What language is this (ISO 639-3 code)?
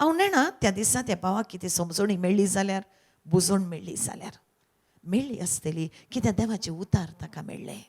kok